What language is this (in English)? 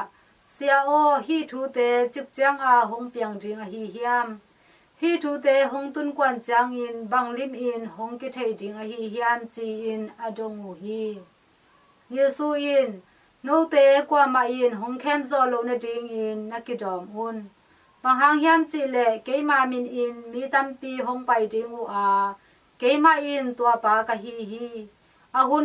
Tedim Chin